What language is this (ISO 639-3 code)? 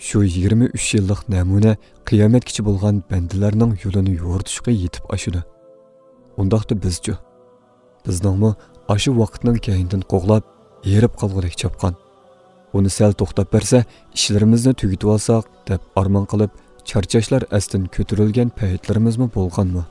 uig